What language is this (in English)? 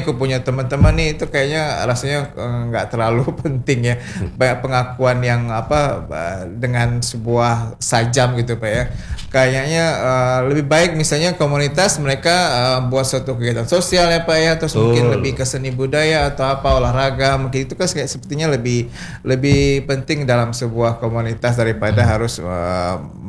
Indonesian